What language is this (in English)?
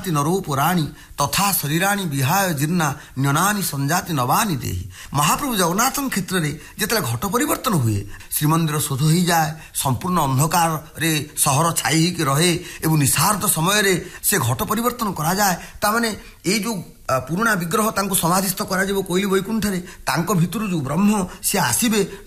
Odia